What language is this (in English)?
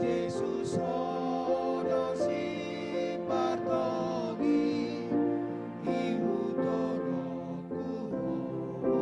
Batak Toba